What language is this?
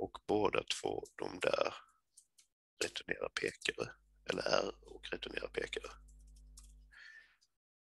Swedish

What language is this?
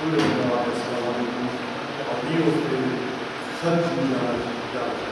Brahui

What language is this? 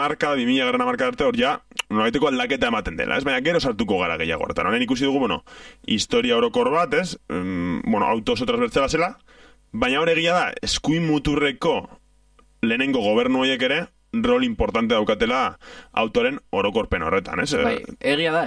Basque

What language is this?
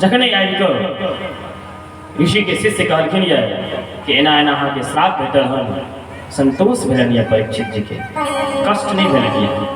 Maithili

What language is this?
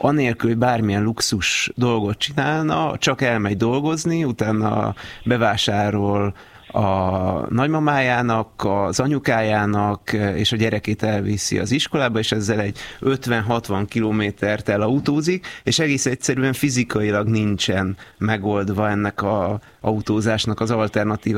Hungarian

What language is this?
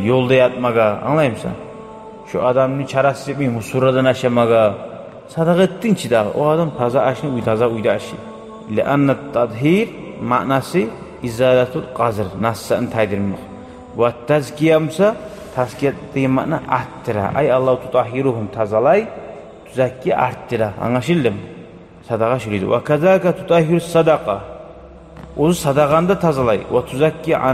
Kumyk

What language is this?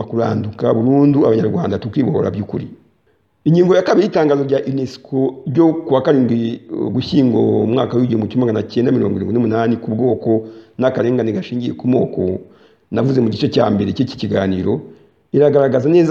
Kinyarwanda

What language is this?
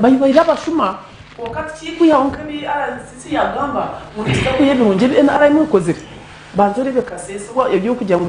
Nyankole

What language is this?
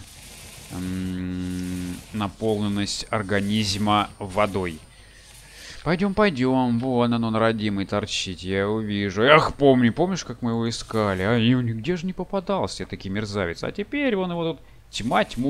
Russian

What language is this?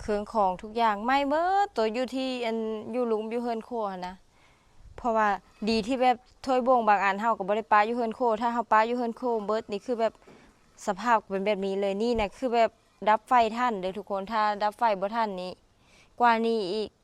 Lao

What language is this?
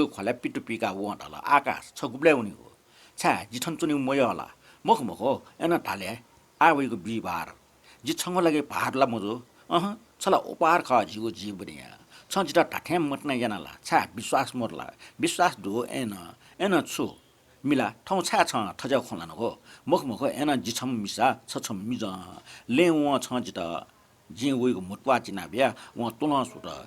Newari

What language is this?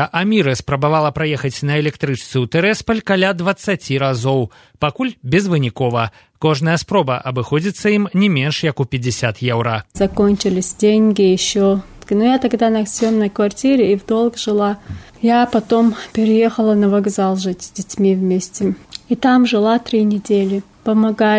Belarusian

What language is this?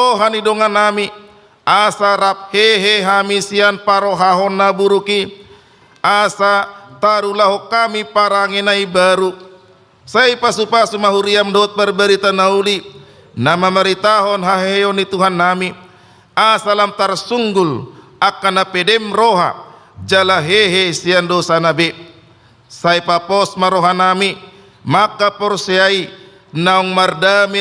Batak Toba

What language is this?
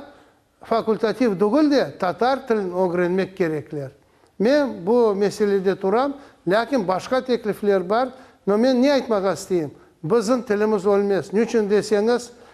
Crimean Tatar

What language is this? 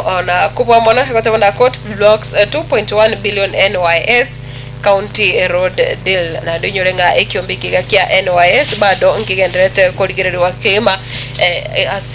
Gusii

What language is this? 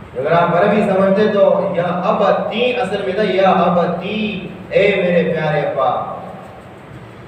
Urdu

